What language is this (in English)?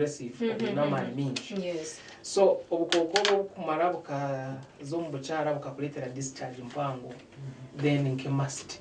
Nyankole